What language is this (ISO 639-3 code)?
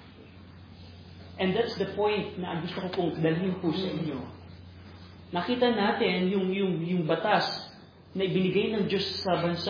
fil